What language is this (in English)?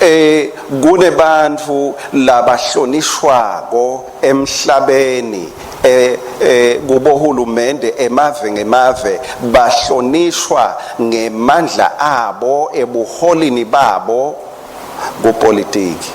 Swati